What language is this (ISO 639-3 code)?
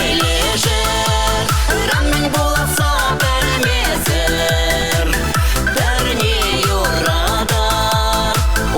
chv